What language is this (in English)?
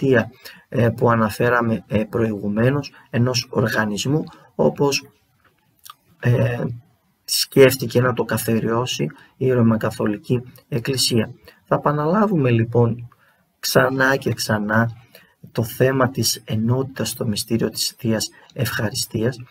Greek